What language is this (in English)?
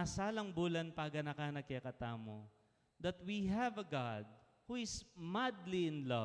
Pampanga